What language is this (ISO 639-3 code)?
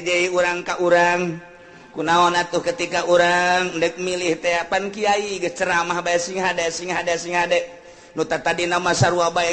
sun